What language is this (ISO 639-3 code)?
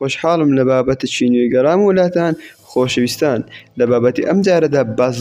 ckb